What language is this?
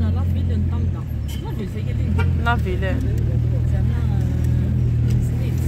Algerian Arabic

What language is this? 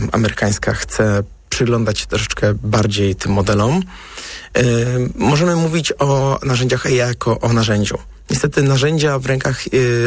Polish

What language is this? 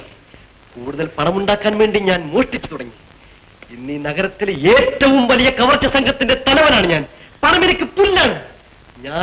Malayalam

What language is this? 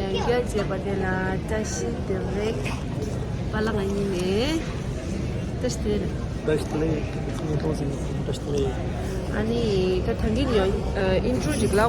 Tibetan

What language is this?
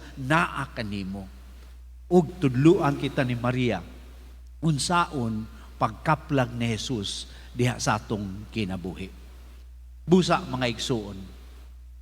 Cebuano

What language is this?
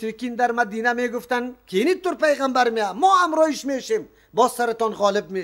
Persian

